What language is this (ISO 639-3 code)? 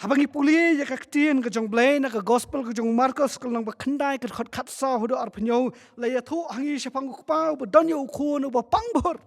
kha